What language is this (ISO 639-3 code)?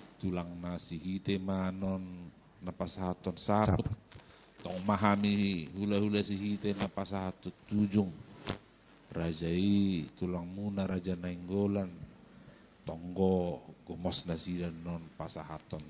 bbc